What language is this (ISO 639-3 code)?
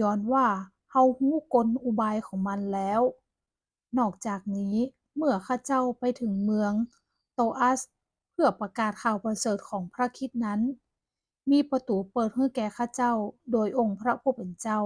nod